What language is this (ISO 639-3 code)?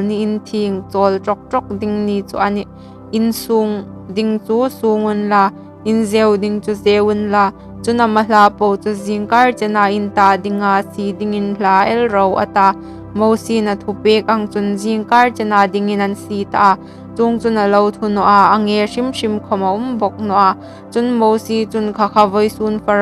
hmr